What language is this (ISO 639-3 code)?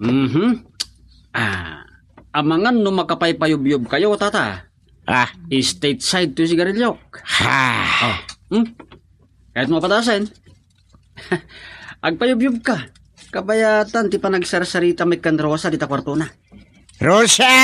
ilo